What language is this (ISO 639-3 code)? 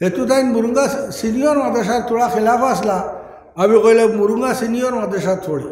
syl